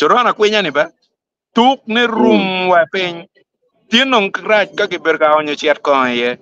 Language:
Acoli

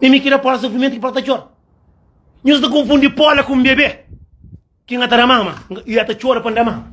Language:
Kabuverdianu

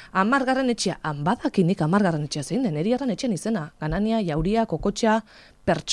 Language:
Basque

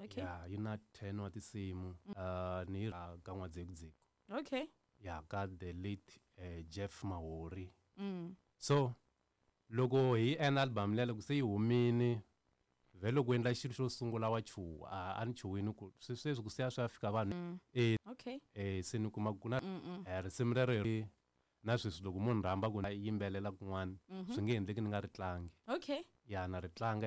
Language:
Tsonga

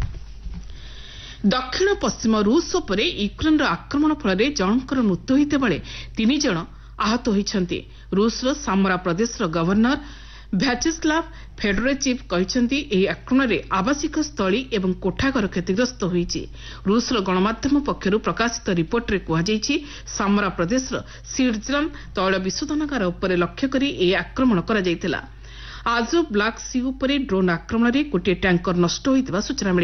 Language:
Odia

